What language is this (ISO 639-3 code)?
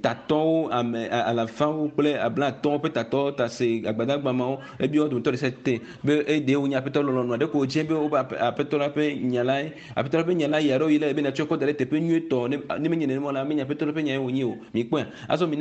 ewe